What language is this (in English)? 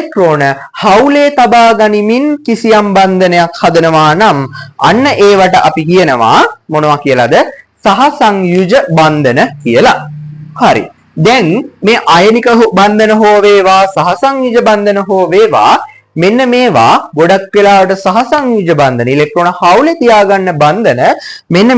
Sinhala